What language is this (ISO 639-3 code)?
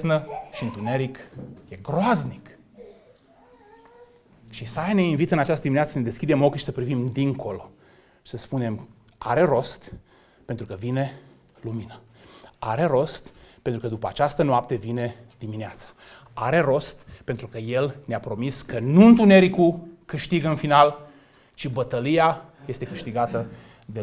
ron